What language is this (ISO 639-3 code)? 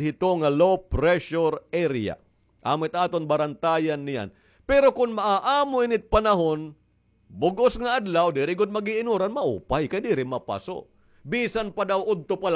war